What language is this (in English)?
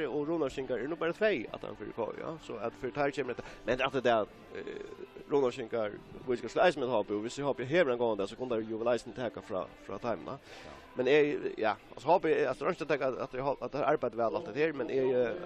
Faroese